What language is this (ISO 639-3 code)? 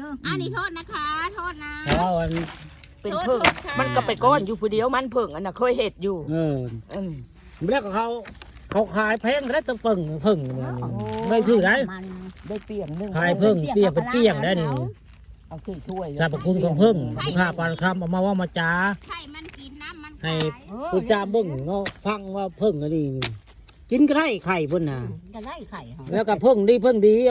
tts